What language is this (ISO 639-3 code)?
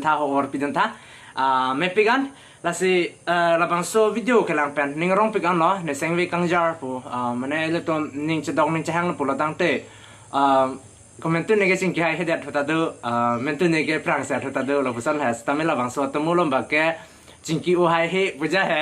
mjw